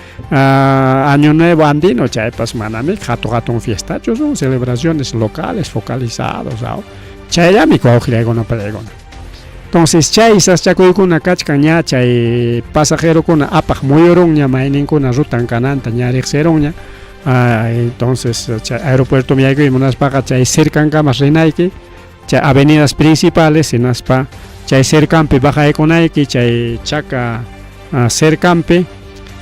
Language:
Ayacucho Quechua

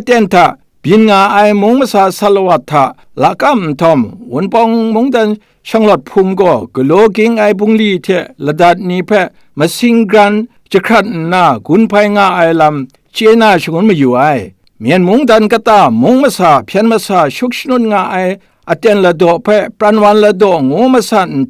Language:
Kachin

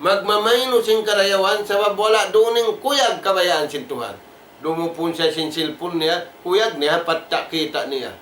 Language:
Tausug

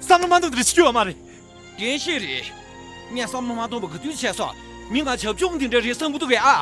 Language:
Tibetan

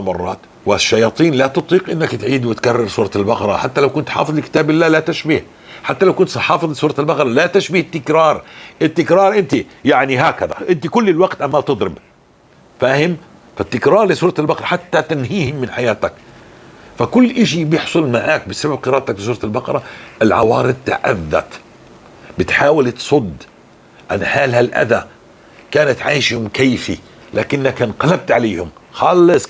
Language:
North Levantine Arabic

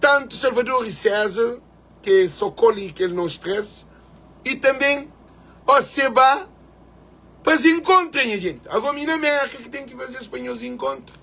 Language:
Kabuverdianu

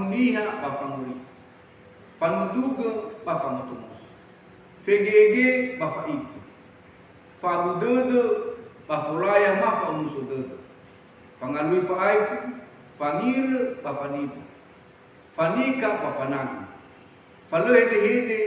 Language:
Nias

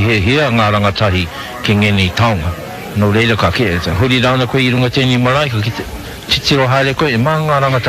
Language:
Māori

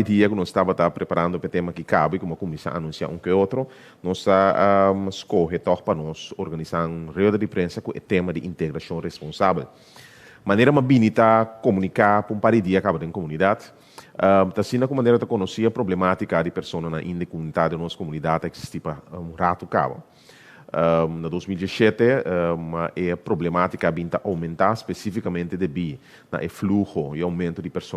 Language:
Papiamento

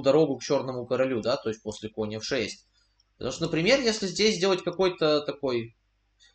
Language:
Russian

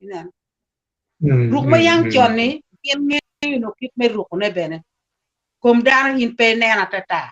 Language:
Acoli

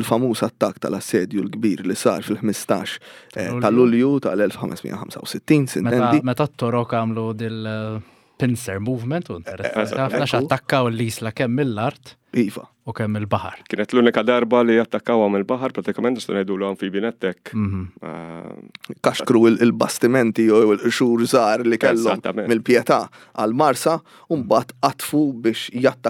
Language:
Maltese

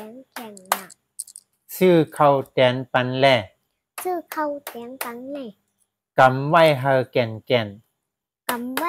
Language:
Shan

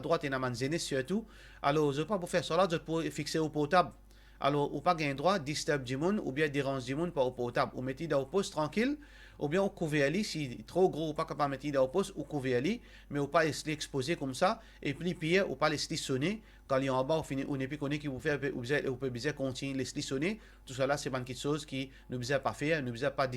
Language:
Morisyen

